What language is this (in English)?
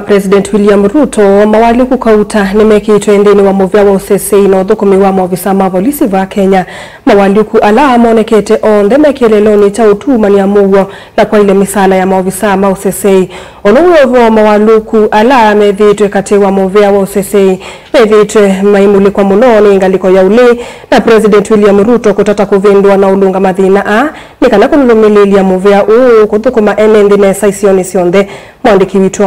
Kamba